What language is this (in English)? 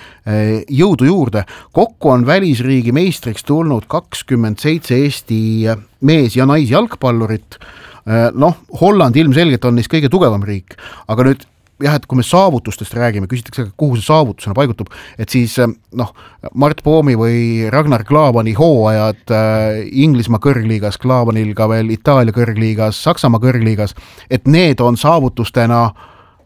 Estonian